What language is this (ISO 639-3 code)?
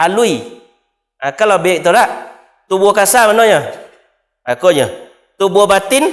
min